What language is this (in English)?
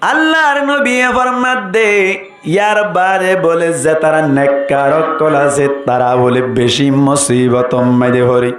Rohingya